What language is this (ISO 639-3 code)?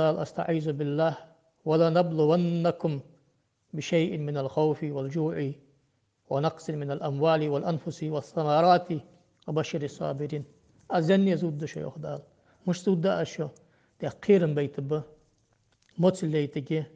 inh